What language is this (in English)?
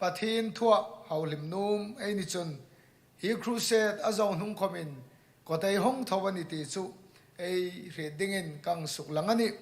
Hmar